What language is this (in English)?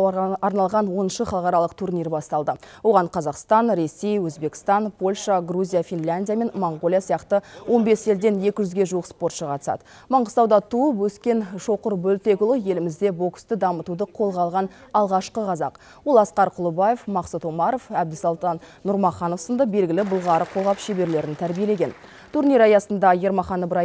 Kazakh